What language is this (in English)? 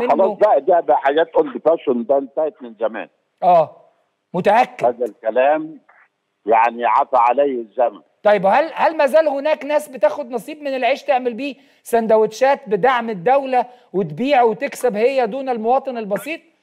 Egyptian Arabic